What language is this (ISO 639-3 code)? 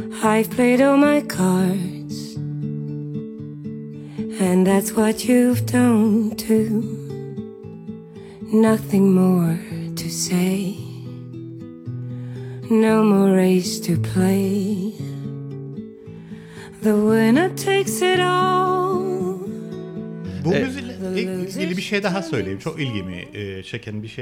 tur